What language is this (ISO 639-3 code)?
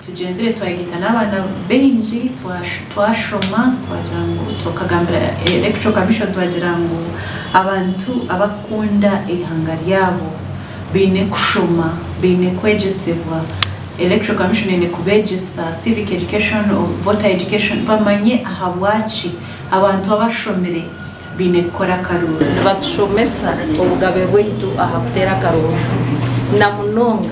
nyn